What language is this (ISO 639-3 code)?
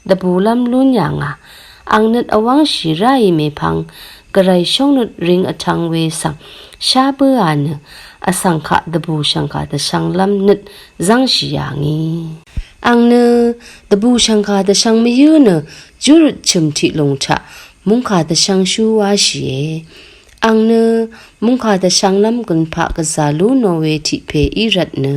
raw